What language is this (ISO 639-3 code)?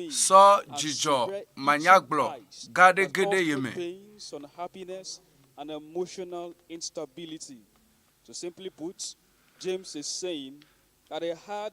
ewe